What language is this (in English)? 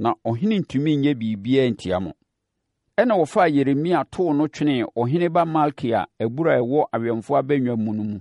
Akan